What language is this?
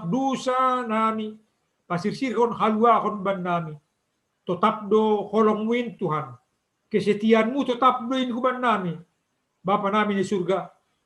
Batak Simalungun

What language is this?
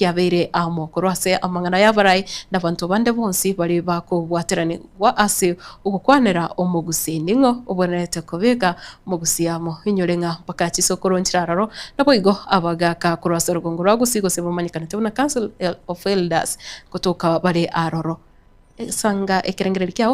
Gusii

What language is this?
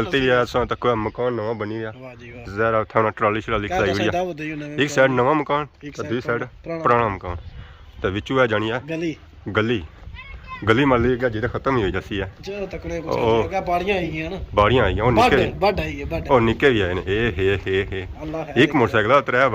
Pahari-Potwari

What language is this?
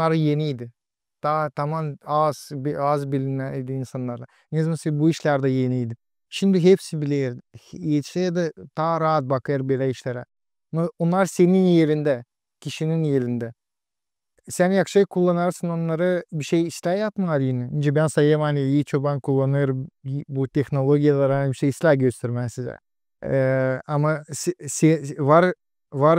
Gagauz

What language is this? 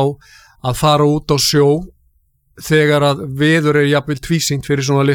Icelandic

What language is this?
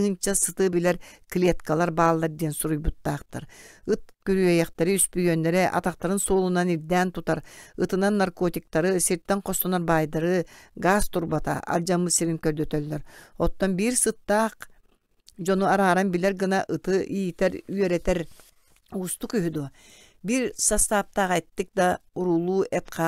Yakut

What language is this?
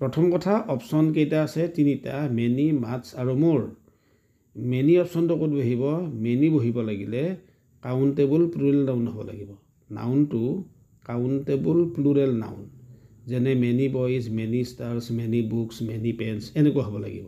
Assamese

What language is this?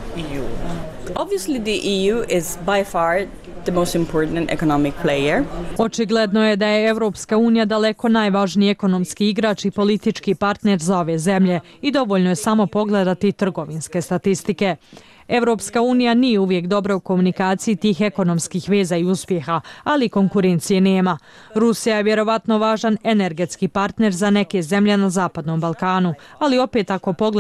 Croatian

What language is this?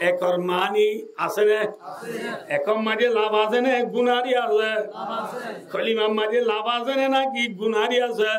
Rohingya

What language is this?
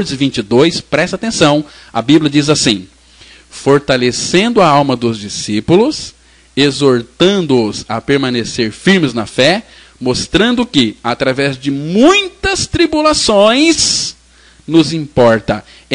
Portuguese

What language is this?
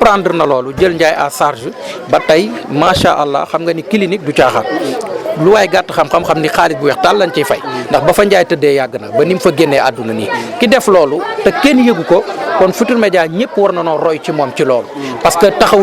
Wolof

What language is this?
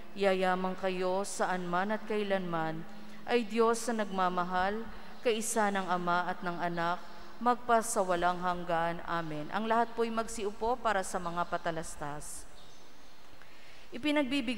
Filipino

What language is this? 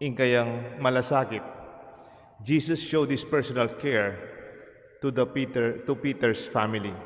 Pampanga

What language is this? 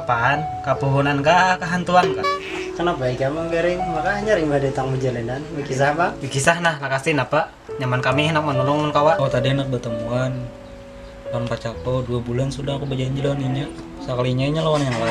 Banjar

